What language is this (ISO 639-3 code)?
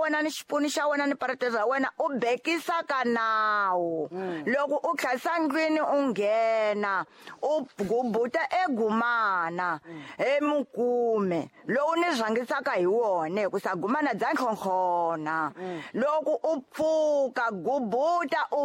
tso